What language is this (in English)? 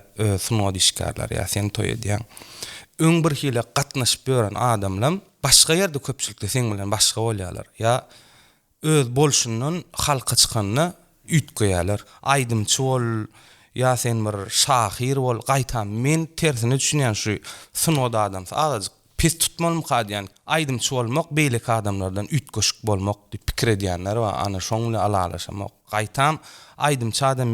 Turkmen